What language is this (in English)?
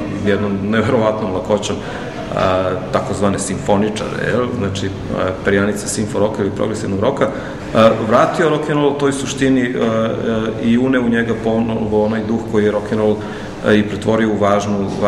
Serbian